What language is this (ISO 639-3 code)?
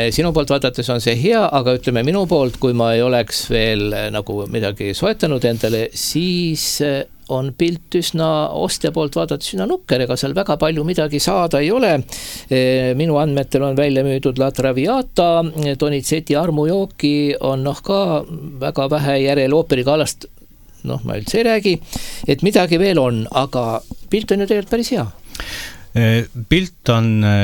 est